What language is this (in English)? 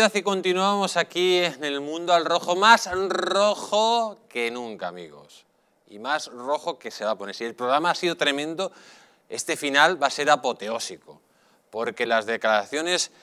Spanish